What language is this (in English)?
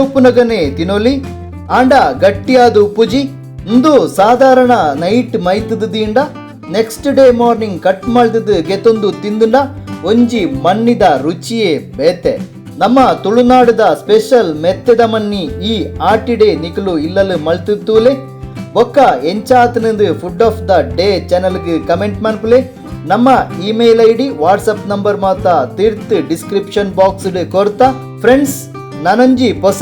Tulu